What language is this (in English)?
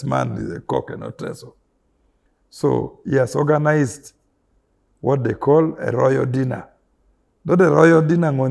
Teso